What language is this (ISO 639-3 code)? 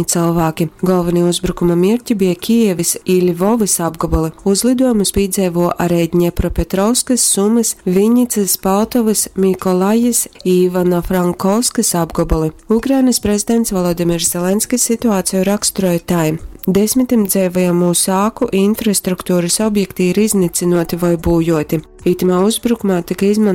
ltg